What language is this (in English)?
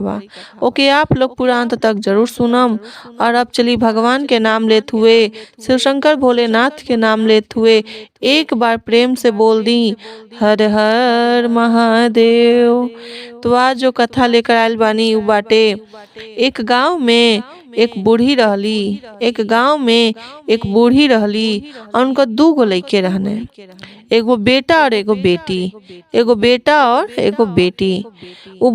Bhojpuri